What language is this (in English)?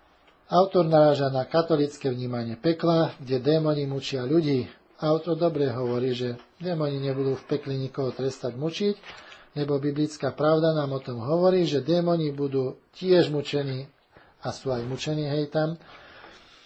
Slovak